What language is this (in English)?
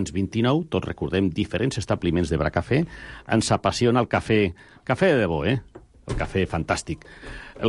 Catalan